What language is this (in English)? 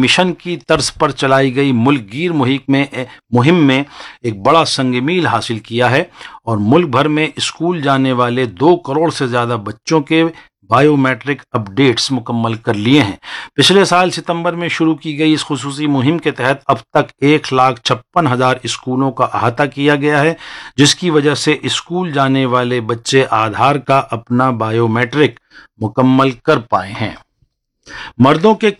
Urdu